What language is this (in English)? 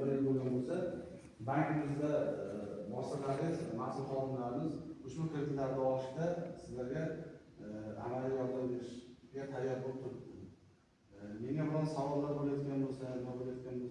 Uzbek